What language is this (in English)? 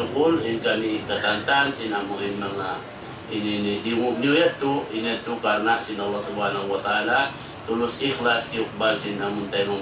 Tausug